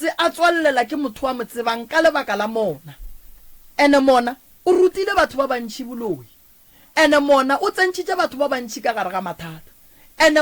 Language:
Northern Sotho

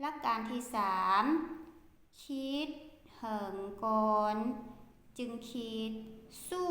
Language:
Lao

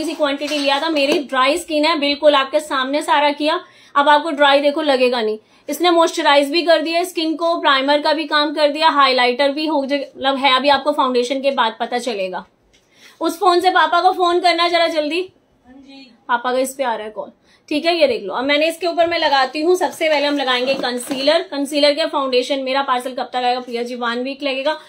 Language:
Hindi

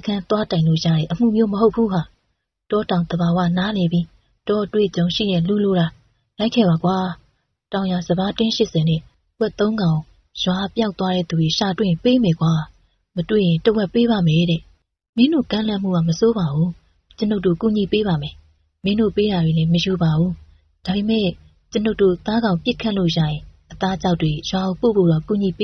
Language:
Burmese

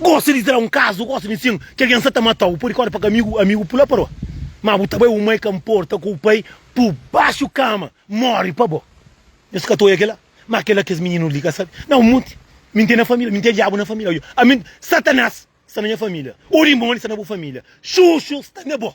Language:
Kabuverdianu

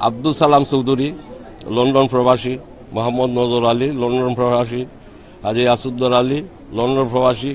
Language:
Sylheti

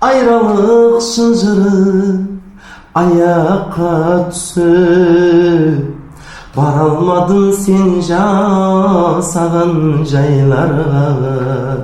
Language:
Kara-Kalpak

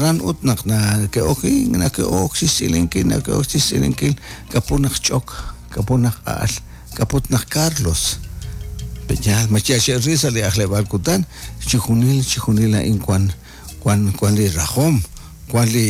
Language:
Kekchí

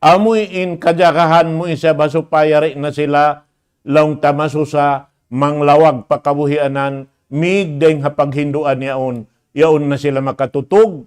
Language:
Tausug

